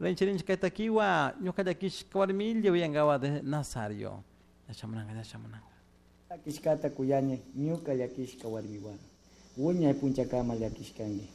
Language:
Chimborazo Highland Quichua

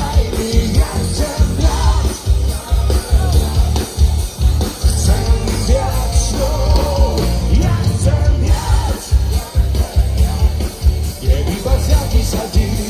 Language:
Slovak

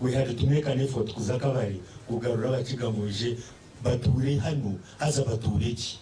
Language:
Nyankole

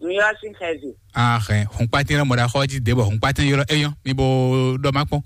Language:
Fon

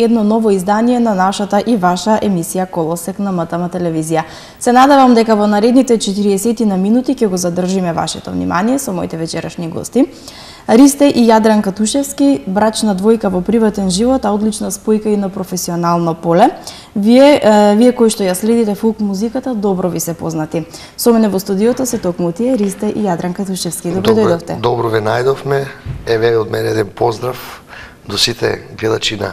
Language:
Macedonian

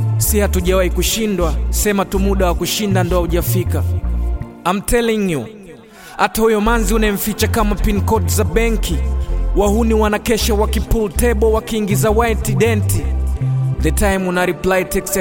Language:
Swahili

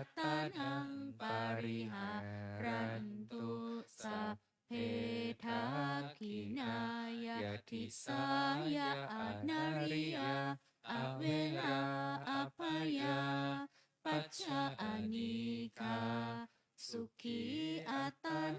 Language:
Pali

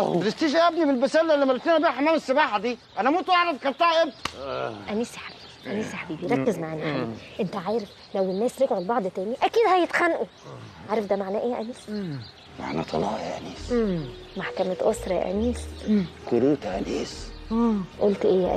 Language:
Egyptian Arabic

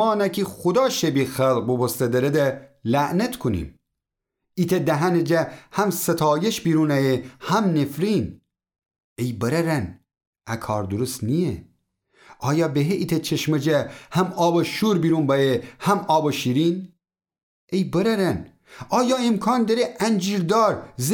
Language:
Gilaki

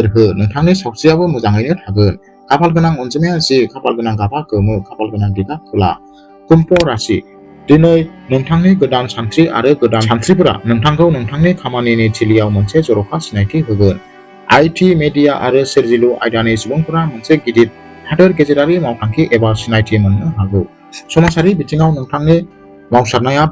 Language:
Bodo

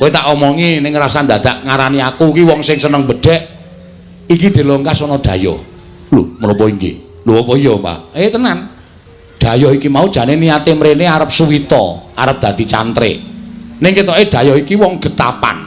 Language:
Javanese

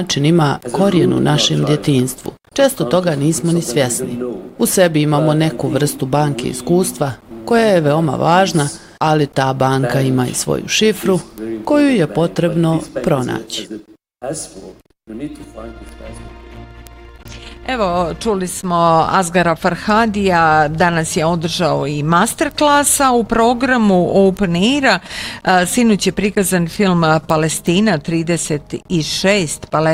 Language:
Bosnian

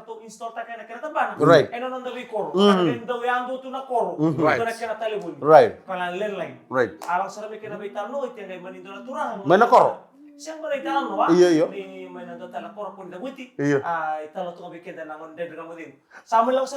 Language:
Fijian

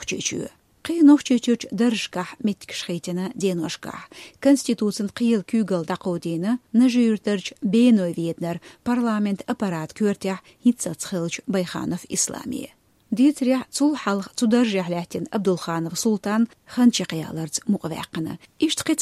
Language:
Chechen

